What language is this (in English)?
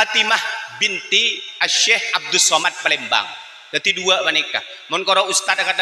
Madurese